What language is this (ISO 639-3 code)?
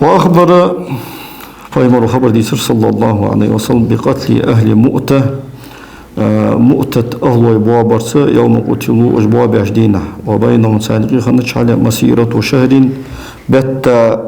inh